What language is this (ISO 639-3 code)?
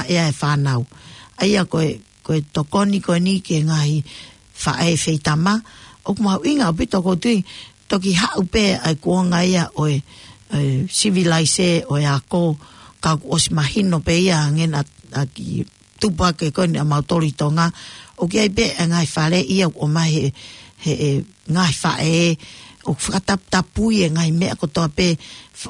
ton